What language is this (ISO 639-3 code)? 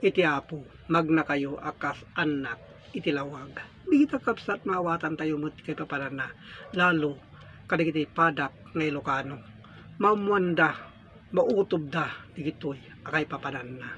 ilo